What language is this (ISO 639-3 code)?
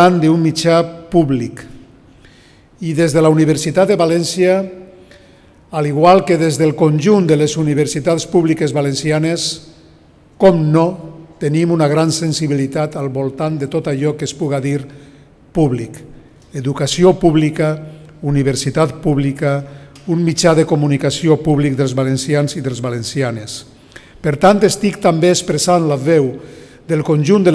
cat